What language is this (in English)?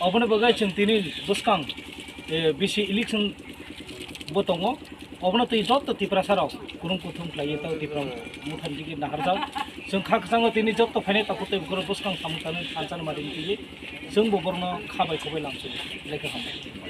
Kok Borok